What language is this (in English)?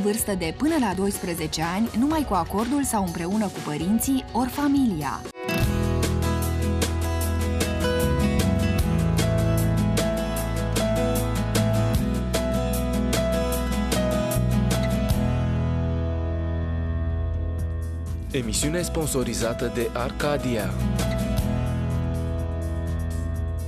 Romanian